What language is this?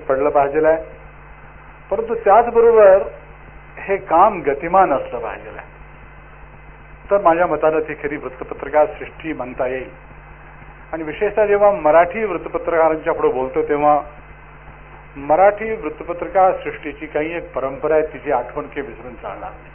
Marathi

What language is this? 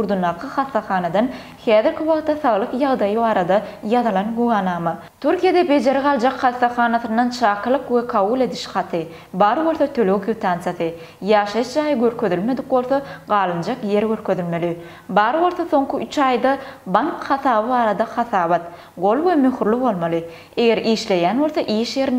Turkmen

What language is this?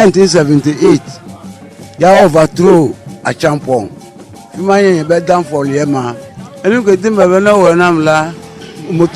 Ewe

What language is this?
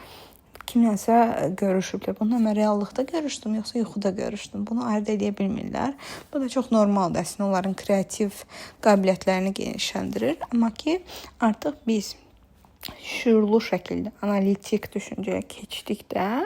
Azerbaijani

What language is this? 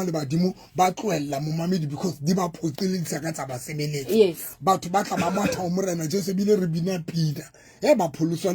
Southern Sotho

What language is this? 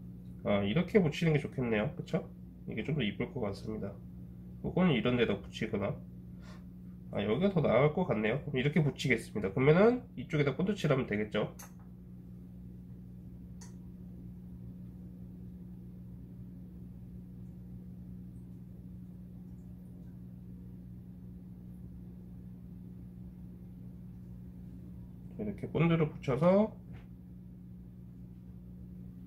Korean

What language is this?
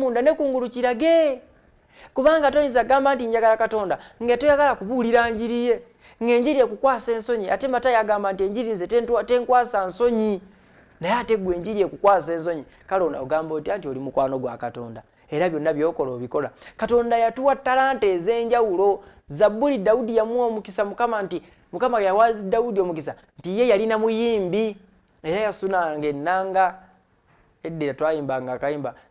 Ganda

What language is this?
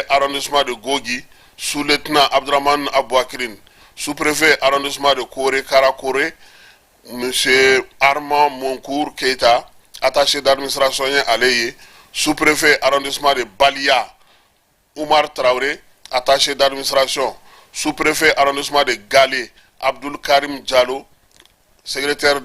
Bambara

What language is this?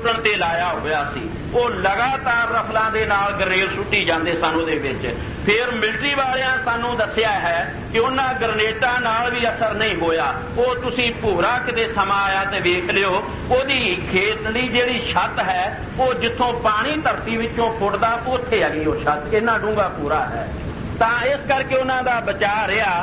Punjabi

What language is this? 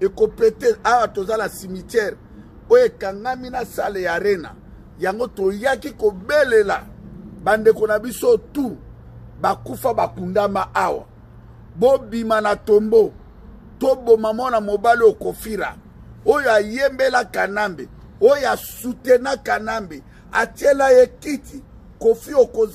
Lingala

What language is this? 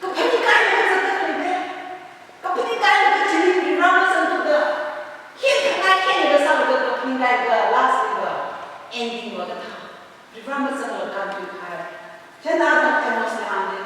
Tangkhul Naga (India)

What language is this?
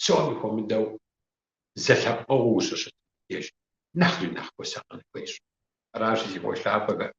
Kabardian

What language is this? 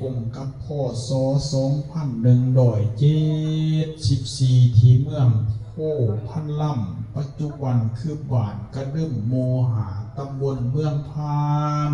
Lao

